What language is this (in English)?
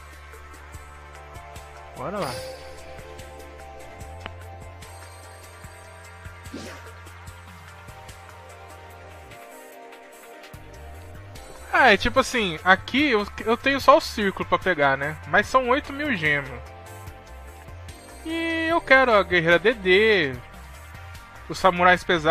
Portuguese